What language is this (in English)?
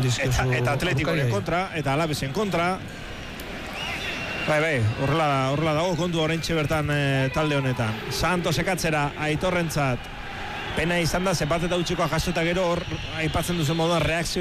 Basque